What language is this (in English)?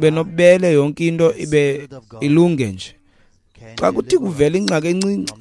Xhosa